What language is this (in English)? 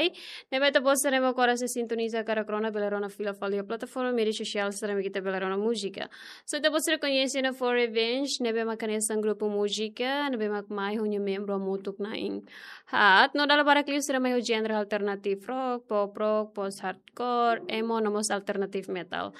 Tetum